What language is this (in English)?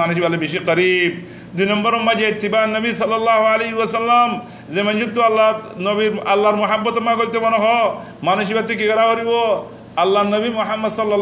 Rohingya